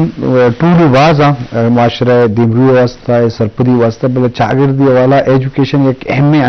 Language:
Baluchi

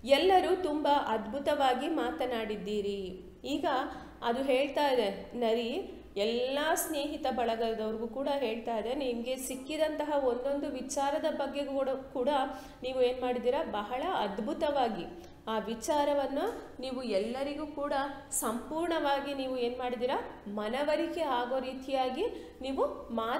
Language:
Kannada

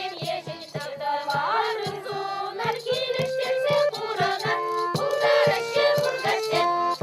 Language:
Chuvash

